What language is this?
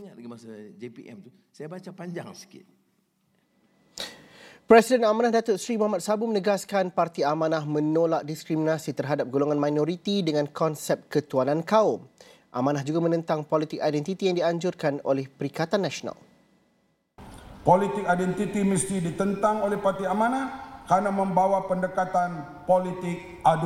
Malay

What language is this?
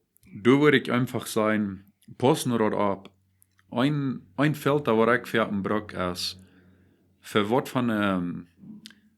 Plautdietsch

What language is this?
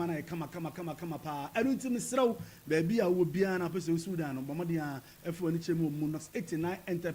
Akan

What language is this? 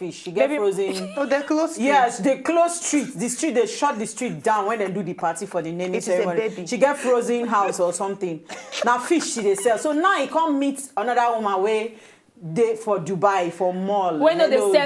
Nigerian Pidgin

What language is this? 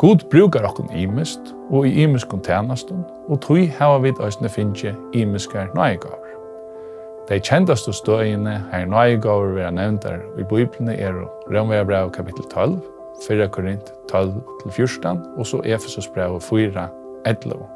Faroese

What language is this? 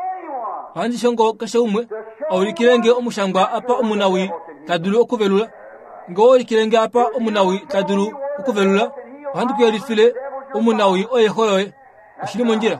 Kuanyama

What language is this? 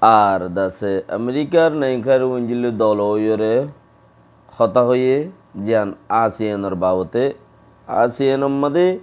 Rohingya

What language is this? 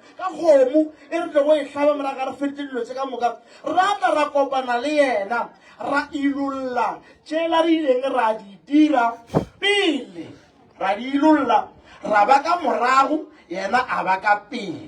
Northern Sotho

